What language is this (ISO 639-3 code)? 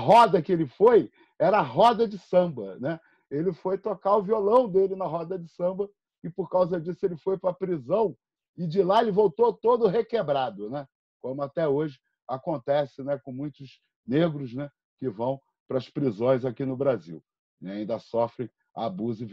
por